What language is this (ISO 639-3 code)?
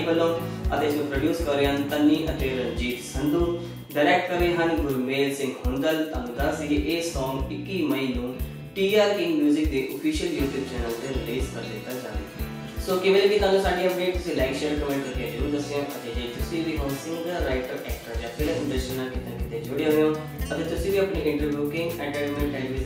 pan